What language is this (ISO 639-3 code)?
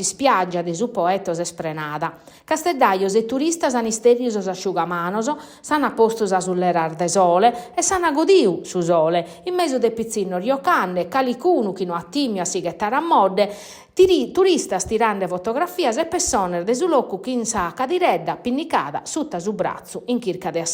srd